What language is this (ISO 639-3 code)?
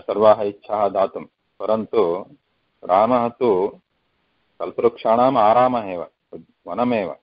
san